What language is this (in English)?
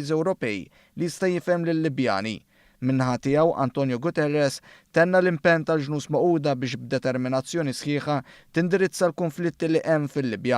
Maltese